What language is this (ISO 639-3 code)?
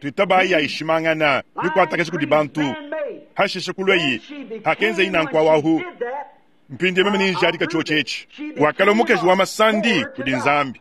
lua